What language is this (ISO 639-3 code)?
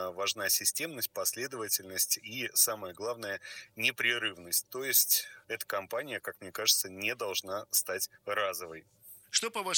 rus